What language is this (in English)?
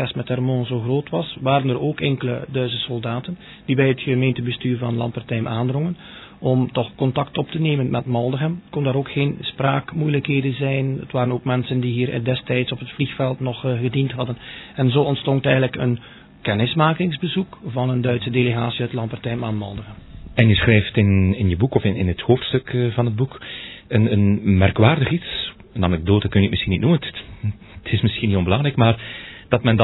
Dutch